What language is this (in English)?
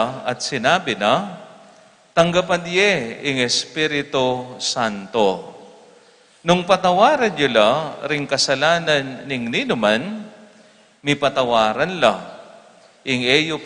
Pampanga